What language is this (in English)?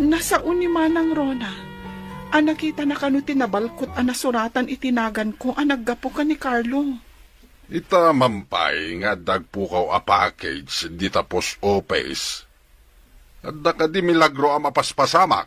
Iloko